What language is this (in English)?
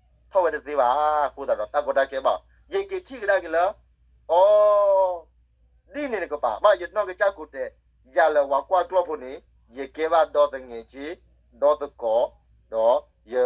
S'gaw Karen